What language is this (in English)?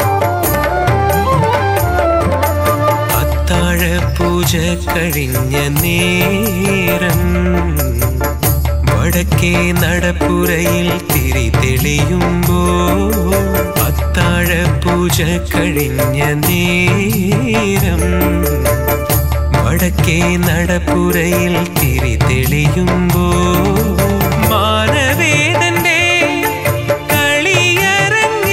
Malayalam